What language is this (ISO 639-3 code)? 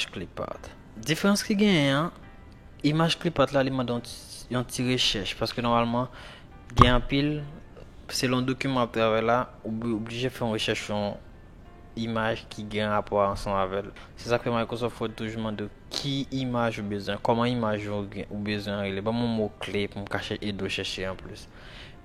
hat